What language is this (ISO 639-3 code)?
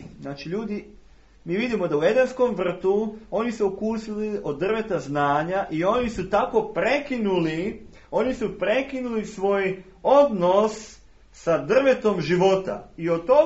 srp